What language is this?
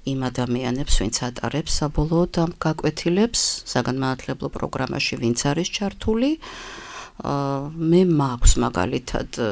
Georgian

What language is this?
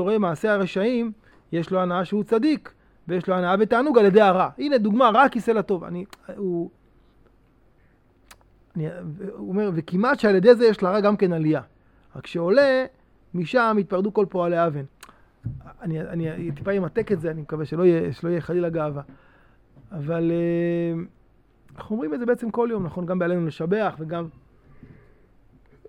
Hebrew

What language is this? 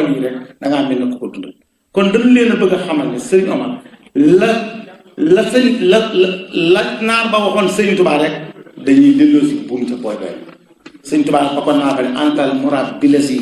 Wolof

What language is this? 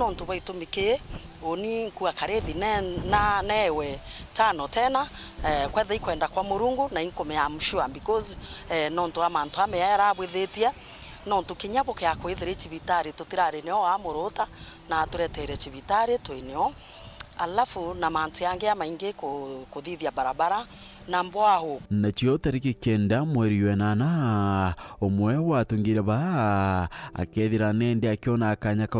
Meru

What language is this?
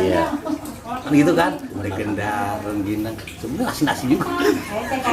Betawi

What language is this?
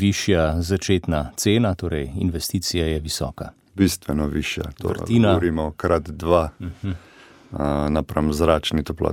Slovenian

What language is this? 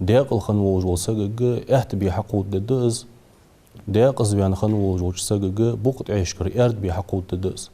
Ingush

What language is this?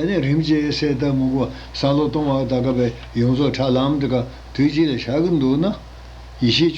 Tibetan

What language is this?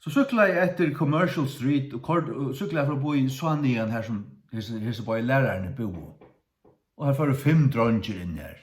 Faroese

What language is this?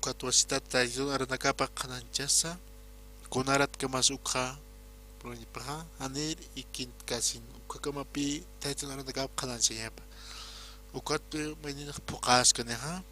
Aymara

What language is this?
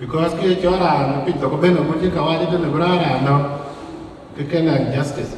Dinka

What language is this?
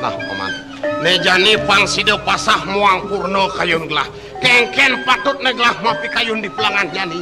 Balinese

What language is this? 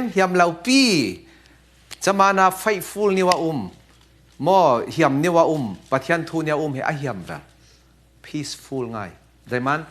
Falam Chin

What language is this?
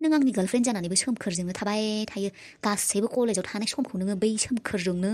Bodo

